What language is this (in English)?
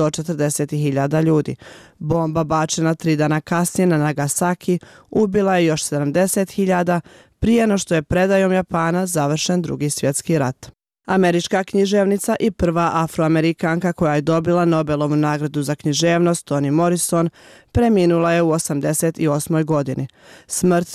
Bosnian